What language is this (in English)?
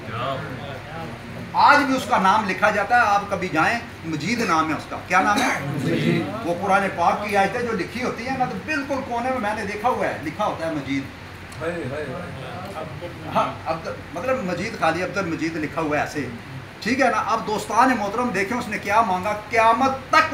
Urdu